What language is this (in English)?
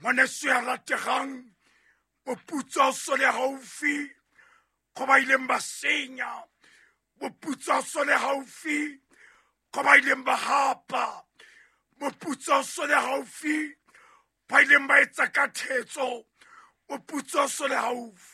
Southern Sotho